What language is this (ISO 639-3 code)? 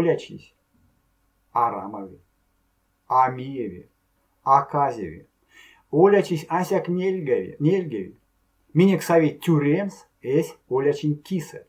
myv